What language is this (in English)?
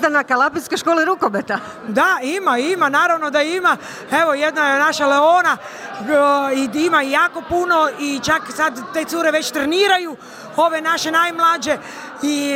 Croatian